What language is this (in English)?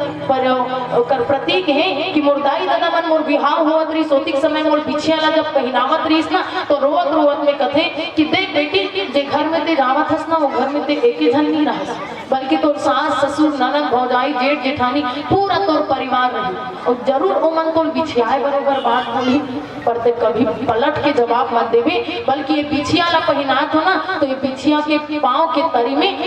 Chhattisgarhi